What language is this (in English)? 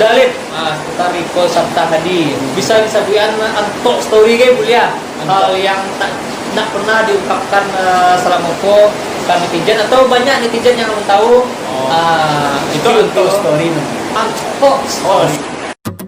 Minangkabau